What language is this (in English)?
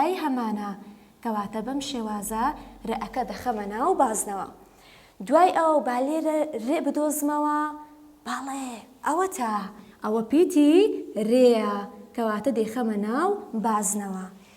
Central Kurdish